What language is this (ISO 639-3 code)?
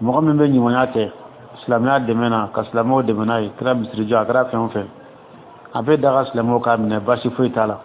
dyu